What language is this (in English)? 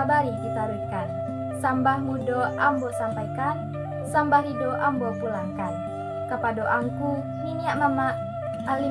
Minangkabau